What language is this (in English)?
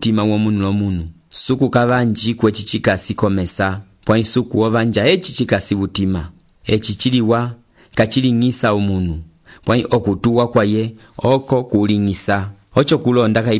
Umbundu